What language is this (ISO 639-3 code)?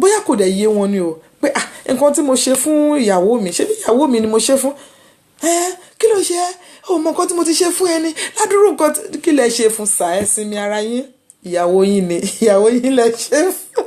yor